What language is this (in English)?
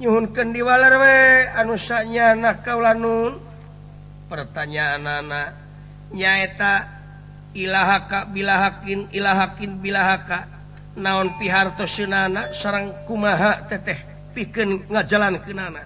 Sundanese